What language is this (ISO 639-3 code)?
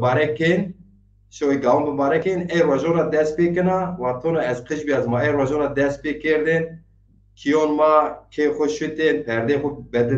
zza